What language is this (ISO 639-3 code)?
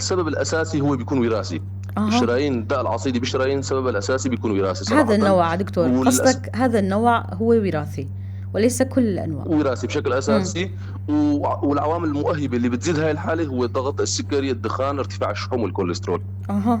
apc